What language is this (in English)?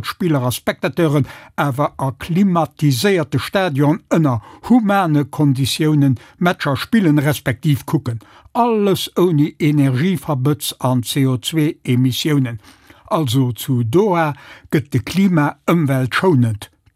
Luxembourgish